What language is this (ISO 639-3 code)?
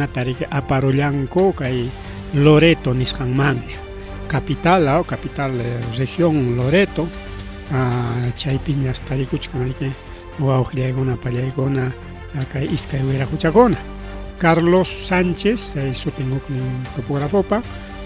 quy